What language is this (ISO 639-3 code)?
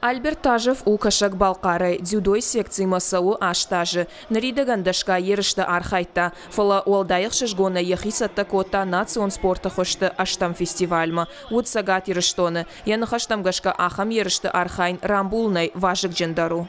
oss